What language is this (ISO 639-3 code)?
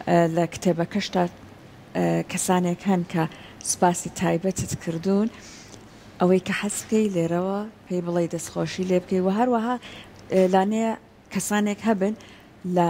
ckb